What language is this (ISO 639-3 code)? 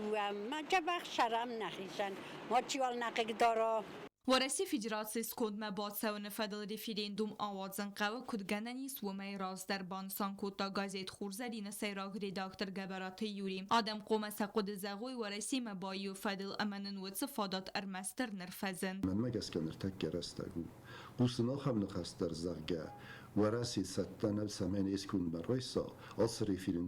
oss